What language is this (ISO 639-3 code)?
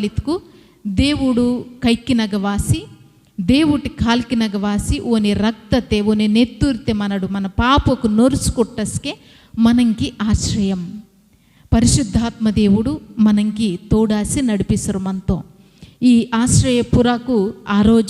kff